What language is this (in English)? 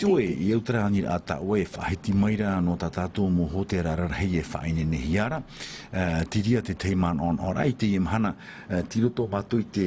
Tahitian